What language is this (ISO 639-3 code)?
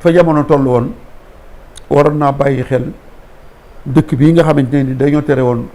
wol